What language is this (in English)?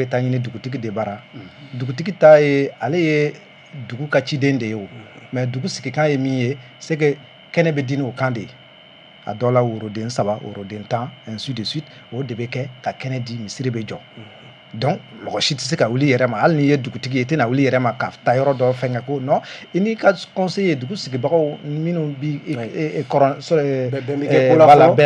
Bambara